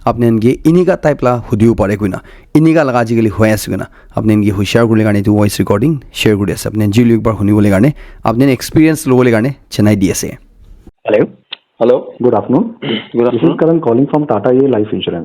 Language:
Naga Pidgin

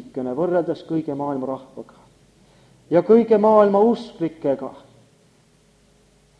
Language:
Estonian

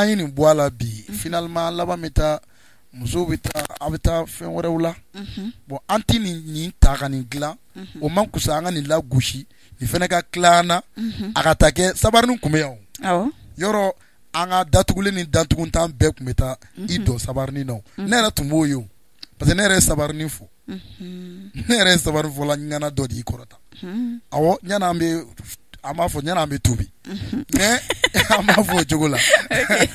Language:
Bambara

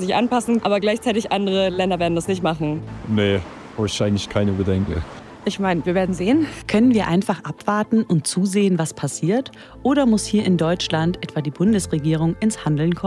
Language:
German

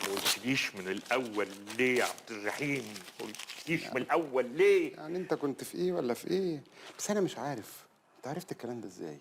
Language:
Egyptian Arabic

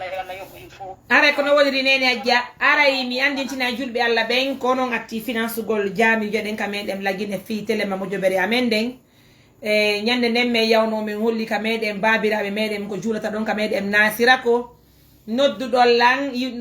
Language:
Fula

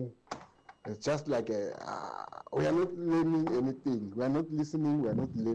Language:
Tsonga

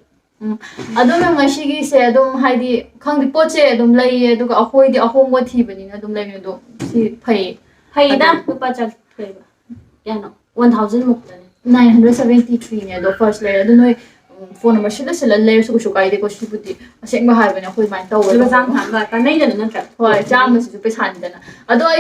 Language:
Manipuri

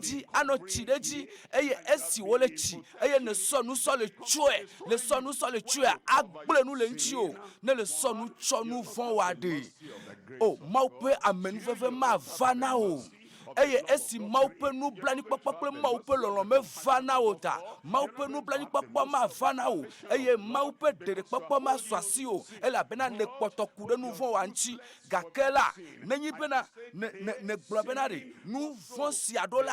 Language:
Ewe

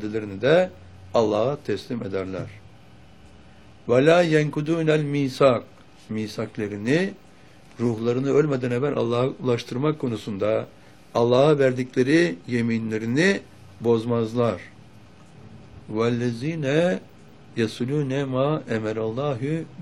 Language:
Turkish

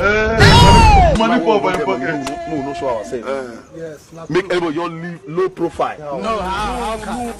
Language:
Nigerian Pidgin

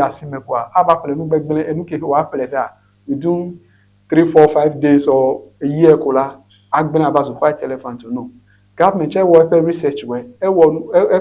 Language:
Ewe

